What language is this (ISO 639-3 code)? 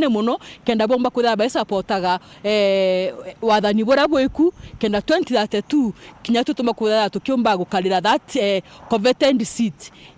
mer